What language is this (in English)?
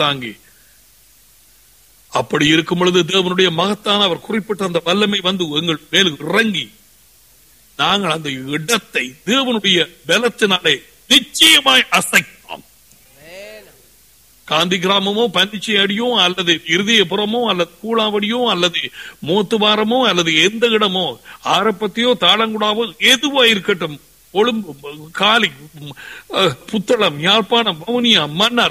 Tamil